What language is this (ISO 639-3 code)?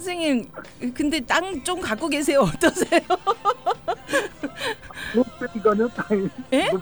kor